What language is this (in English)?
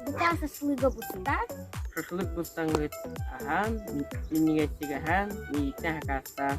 Yakut